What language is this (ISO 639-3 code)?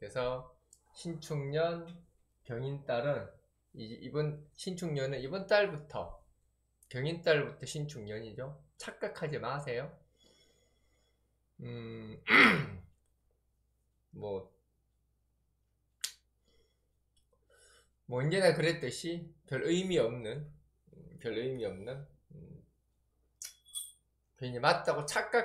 kor